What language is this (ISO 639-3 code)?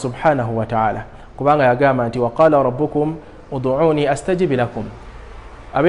lug